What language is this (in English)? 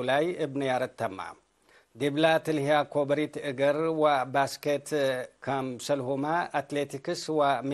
Tigre